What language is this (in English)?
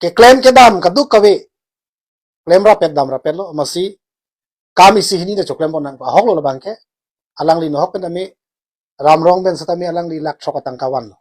Karbi